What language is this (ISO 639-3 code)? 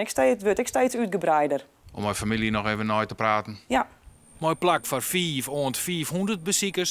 fry